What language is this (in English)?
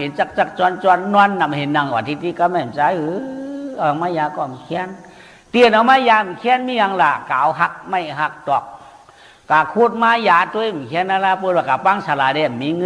Shan